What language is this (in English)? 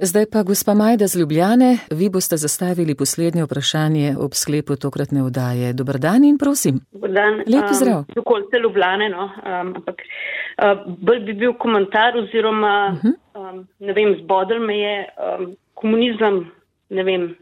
Slovenian